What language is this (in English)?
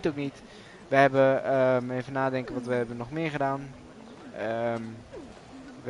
Dutch